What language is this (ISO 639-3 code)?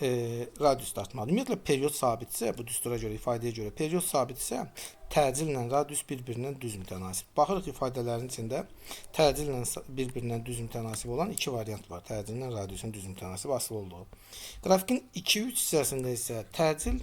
aze